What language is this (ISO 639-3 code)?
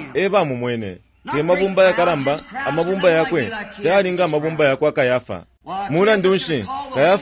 bem